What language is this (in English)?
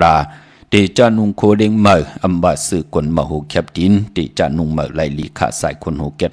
Shan